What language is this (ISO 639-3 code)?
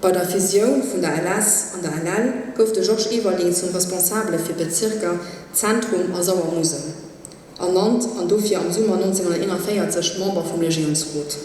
ltz